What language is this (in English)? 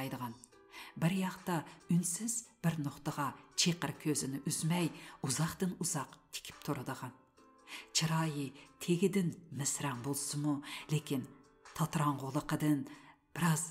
Uyghur